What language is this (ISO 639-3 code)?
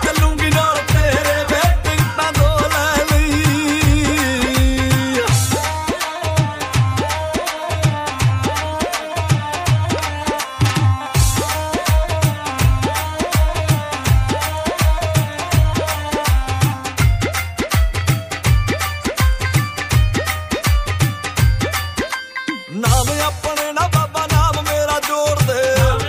pan